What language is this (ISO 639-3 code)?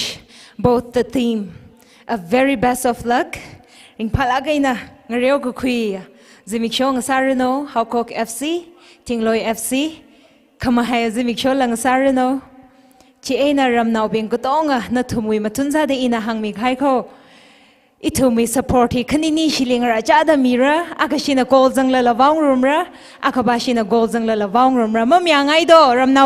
nmf